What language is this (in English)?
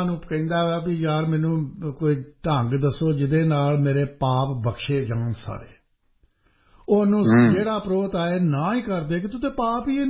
Punjabi